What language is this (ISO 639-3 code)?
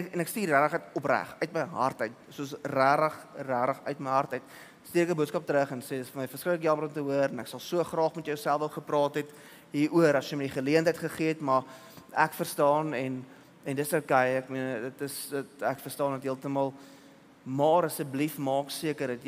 afr